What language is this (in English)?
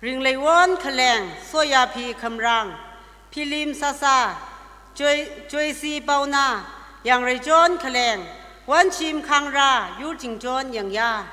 Tangkhul Naga (India)